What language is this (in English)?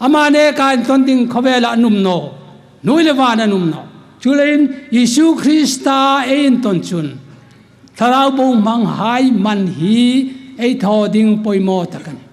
Hmar